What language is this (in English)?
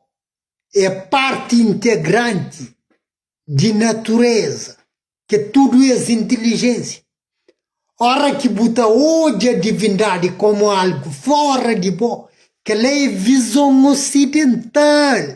Kabuverdianu